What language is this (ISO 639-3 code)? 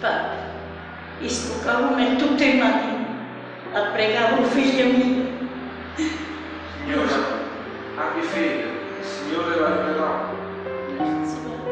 nap